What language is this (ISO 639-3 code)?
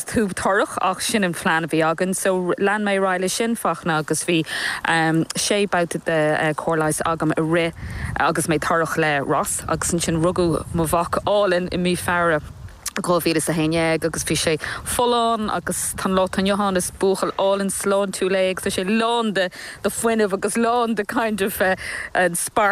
gle